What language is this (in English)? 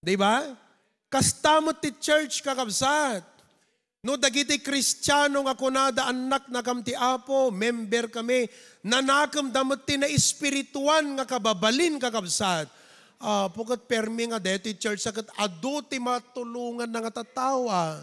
Iloko